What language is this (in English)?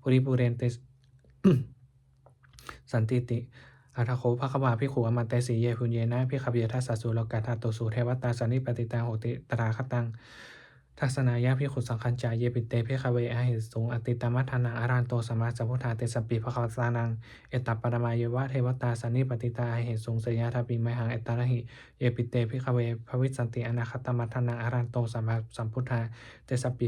Pali